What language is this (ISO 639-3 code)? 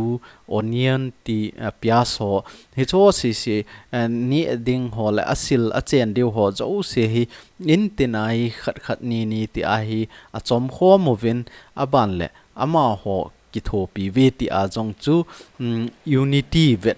tcz